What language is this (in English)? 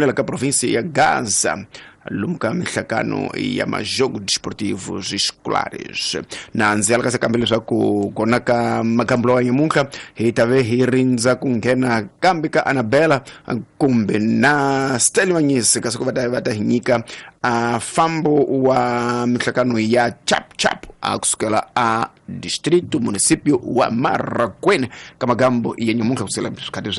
Tsonga